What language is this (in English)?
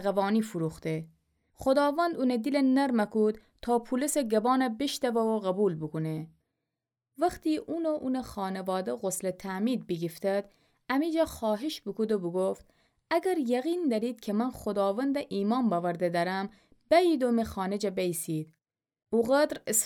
Gilaki